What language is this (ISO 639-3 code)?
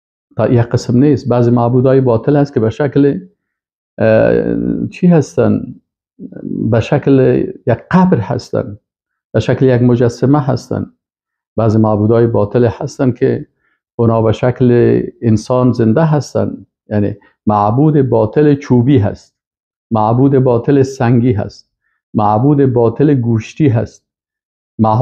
fas